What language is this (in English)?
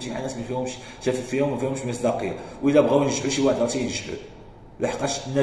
Moroccan Arabic